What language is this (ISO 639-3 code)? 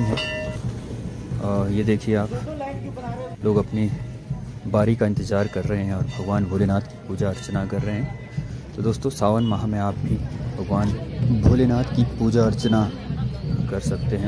hin